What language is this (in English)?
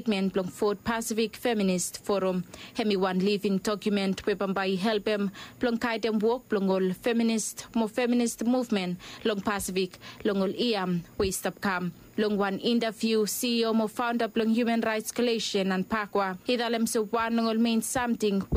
Bislama